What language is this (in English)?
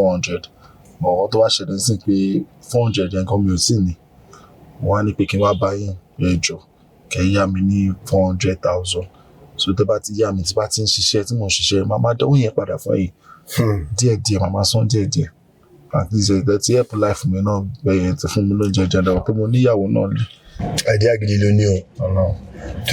Yoruba